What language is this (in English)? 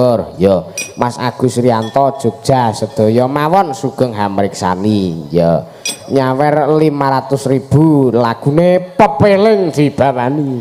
Javanese